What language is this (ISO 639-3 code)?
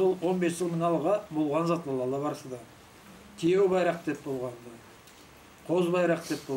krc